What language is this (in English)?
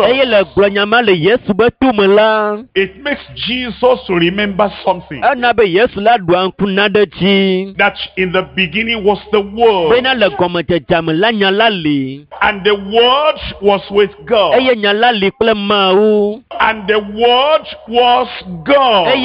Ewe